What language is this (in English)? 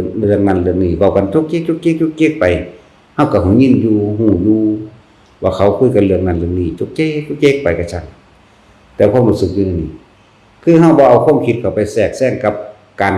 Lao